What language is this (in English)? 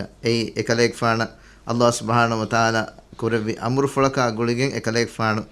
Divehi